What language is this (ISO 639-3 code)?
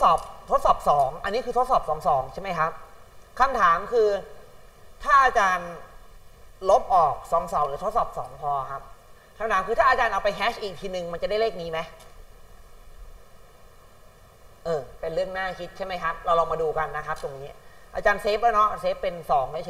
tha